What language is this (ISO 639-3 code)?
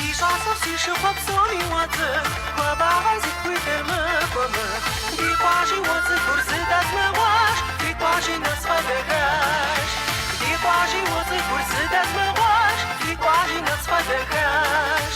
kbd